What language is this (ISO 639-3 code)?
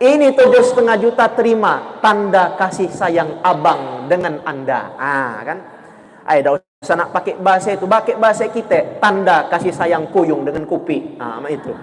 mui